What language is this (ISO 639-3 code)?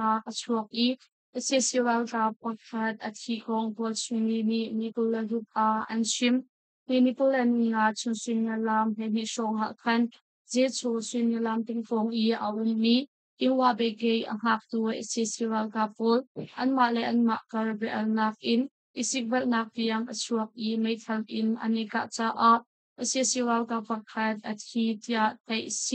cnh